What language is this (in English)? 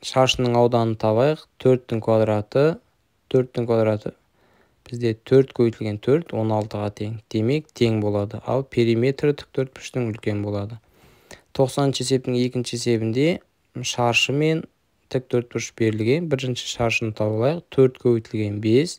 Kazakh